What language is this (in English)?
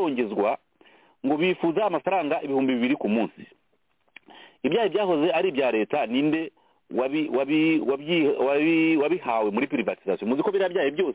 Kinyarwanda